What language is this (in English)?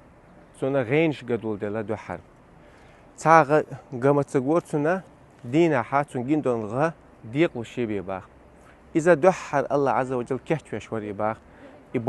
Chechen